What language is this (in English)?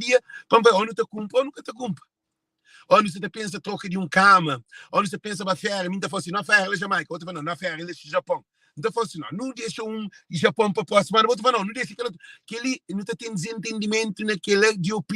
Kabuverdianu